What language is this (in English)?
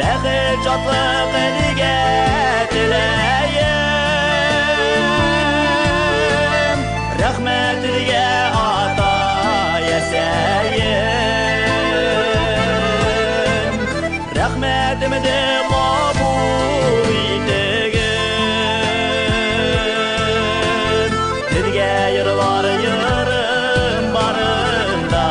Bashkir